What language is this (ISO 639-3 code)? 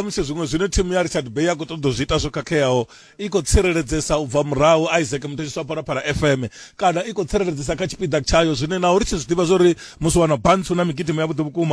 ven